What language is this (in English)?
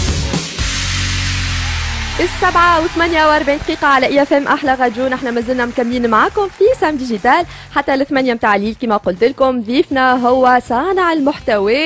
Tunisian Arabic